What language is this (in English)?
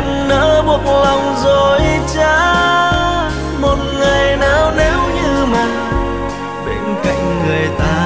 Vietnamese